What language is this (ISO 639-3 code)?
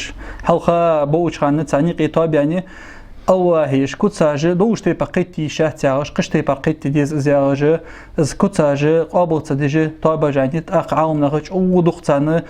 inh